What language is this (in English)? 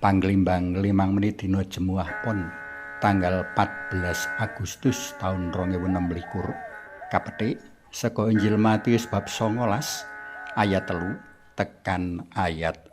Javanese